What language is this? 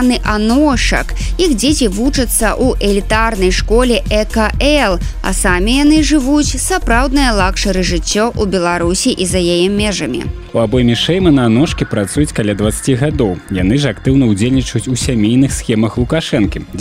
Belarusian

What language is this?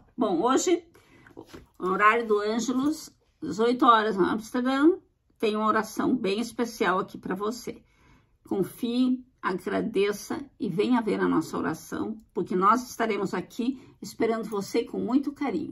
Portuguese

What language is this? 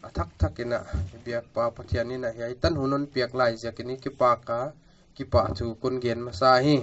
Paite Chin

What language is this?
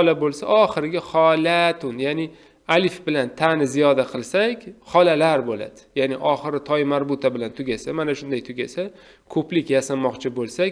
Uzbek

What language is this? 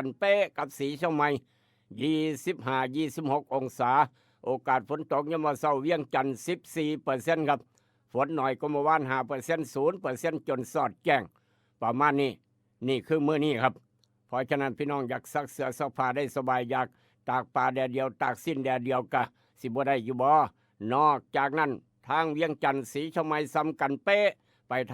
Northeastern Thai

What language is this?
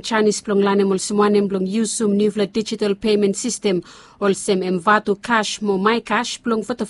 Bislama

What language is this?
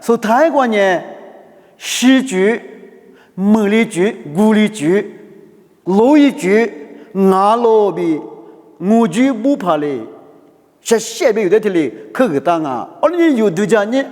Lisu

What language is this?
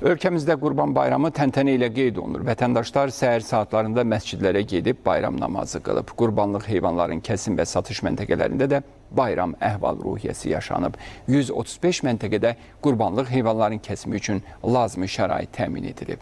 Azerbaijani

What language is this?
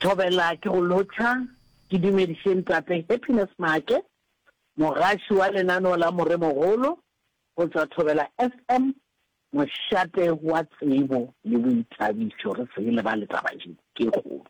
Northern Sotho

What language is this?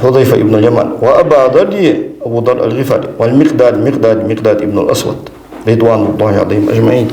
Ingush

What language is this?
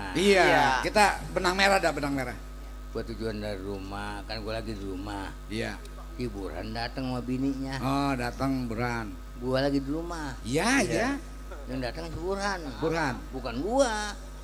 Betawi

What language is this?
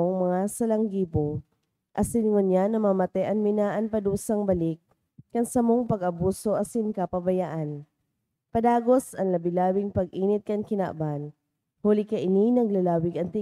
Bikol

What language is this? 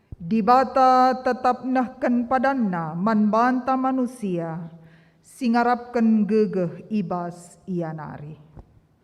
Batak Karo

